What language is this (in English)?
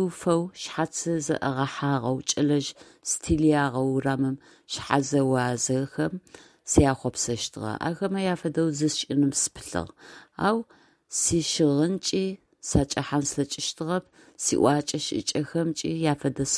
Adyghe